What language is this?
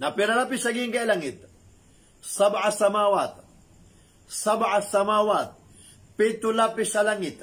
Maranao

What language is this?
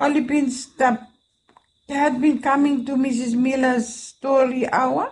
Bislama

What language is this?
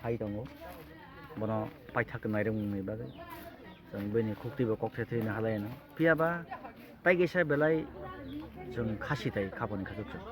Kok Borok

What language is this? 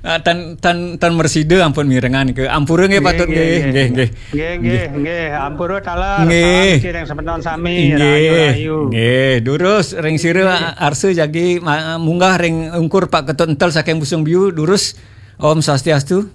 Balinese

